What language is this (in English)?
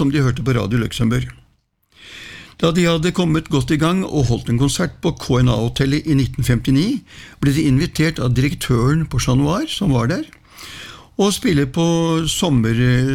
Norwegian